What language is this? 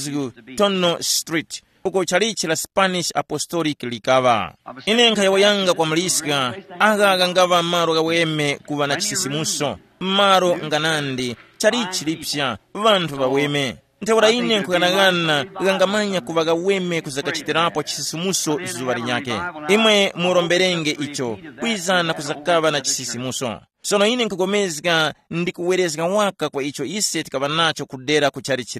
Tumbuka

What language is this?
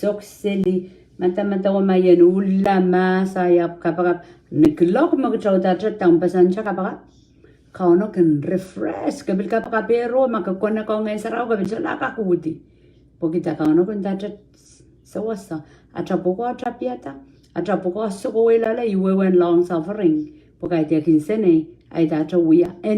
Pohnpeian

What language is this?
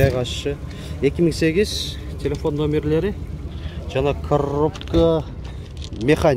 Kyrgyz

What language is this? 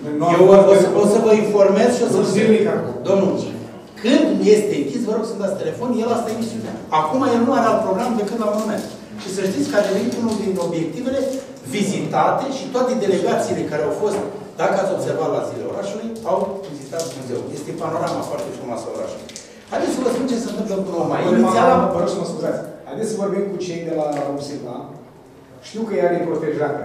Romanian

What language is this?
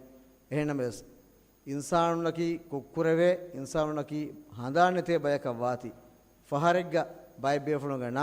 Divehi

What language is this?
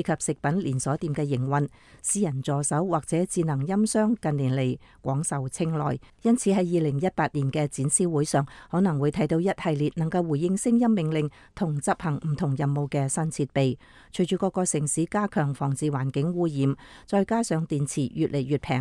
Cantonese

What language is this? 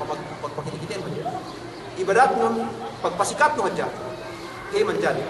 Yakan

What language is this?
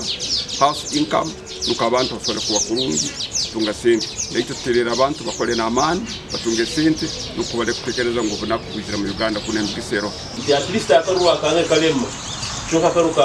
Nyankole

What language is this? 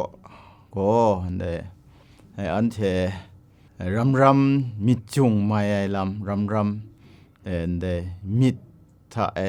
Kachin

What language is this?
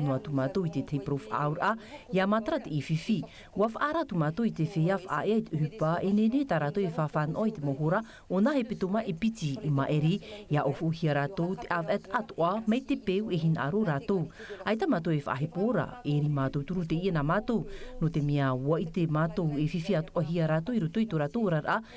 Tahitian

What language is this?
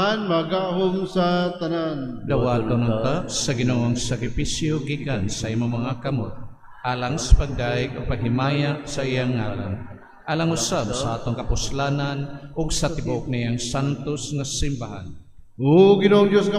Cebuano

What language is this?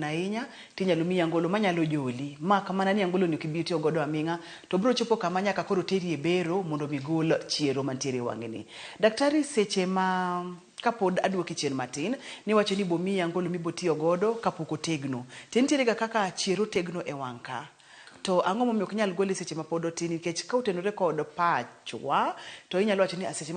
Luo (Kenya and Tanzania)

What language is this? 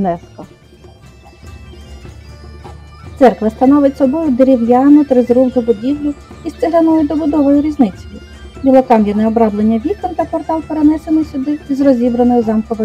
Ukrainian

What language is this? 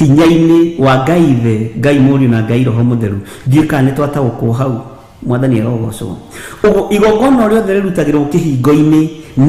Kikuyu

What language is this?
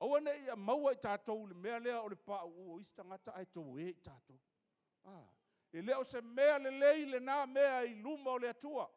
Samoan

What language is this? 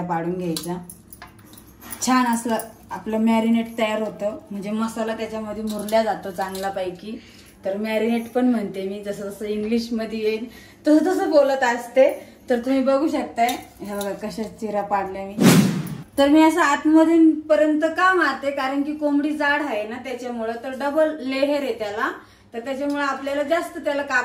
Marathi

